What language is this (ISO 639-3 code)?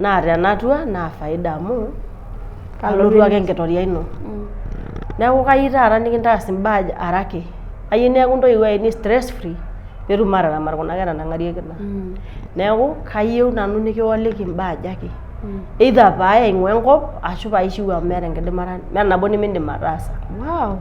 mas